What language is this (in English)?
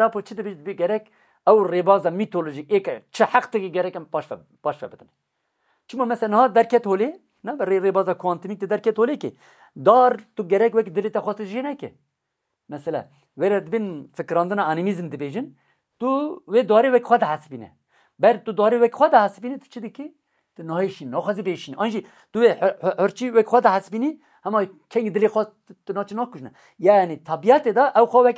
Kurdish